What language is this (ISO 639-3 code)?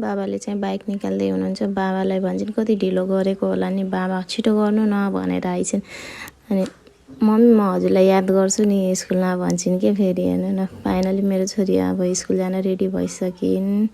nep